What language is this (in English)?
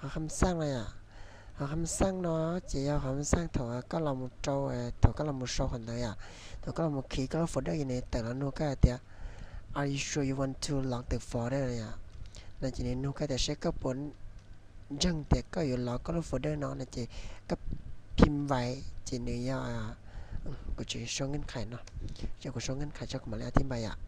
Hmong